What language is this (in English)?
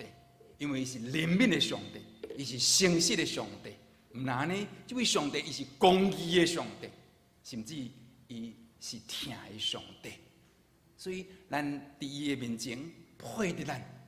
Min Nan Chinese